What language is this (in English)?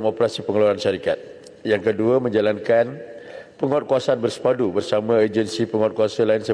Malay